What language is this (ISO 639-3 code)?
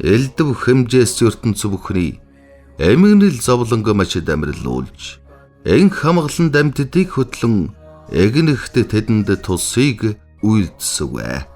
mon